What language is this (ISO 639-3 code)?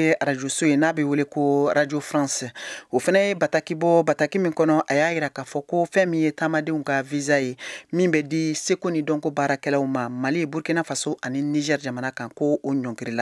bam